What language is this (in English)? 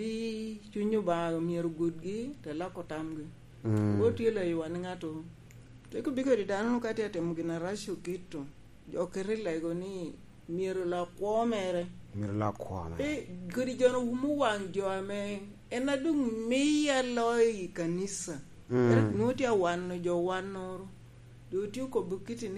Lango (Uganda)